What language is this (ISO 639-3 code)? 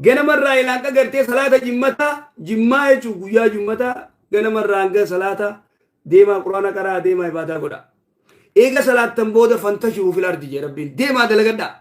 orm